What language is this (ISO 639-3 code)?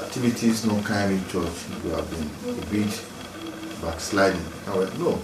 bin